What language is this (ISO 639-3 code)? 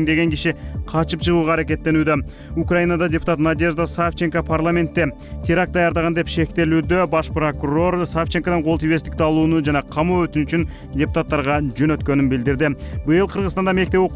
kir